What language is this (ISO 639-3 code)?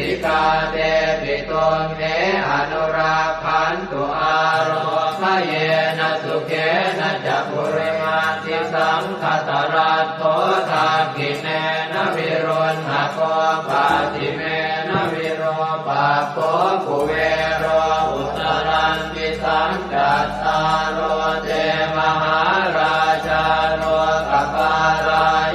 pli